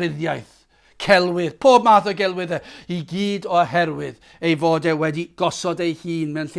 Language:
Welsh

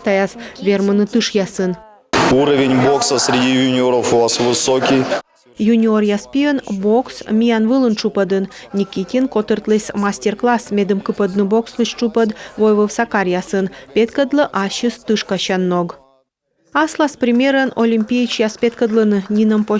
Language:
Komi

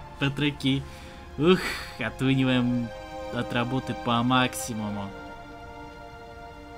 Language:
Russian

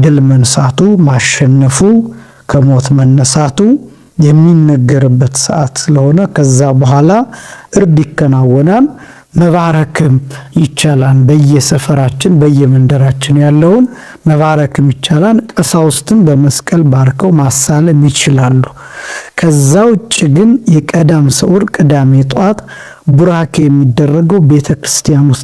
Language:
Amharic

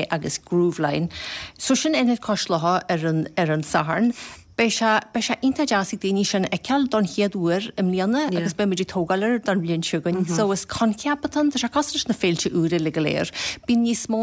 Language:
Irish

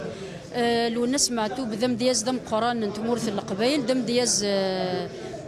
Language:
Kabyle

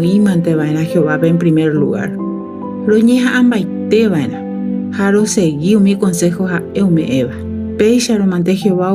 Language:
Guarani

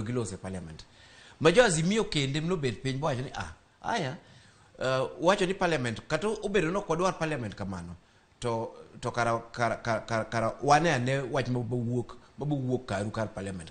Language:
Luo (Kenya and Tanzania)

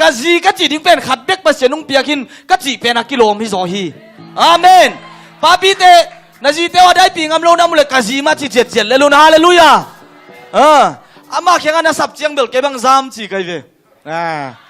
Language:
Tedim Chin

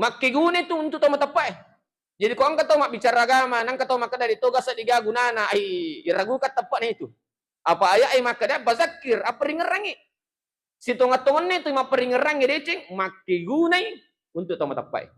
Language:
Buginese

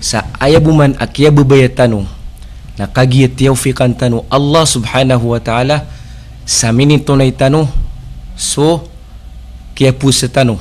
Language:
Maranao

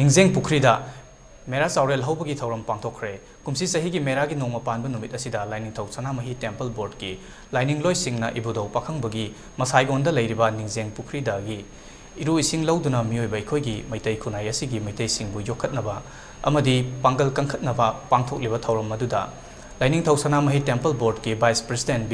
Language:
Manipuri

